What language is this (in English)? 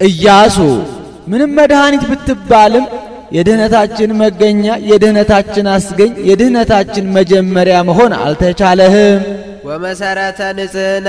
Amharic